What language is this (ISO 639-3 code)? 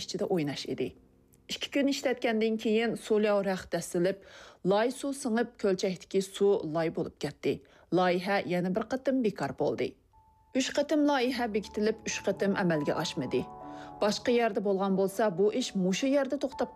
uig